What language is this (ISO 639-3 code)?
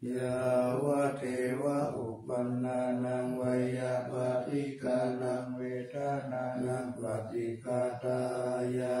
pli